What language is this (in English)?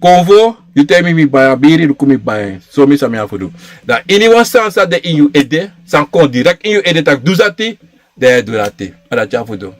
Sranan Tongo